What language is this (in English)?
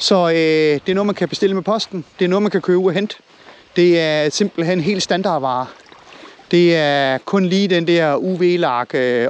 Danish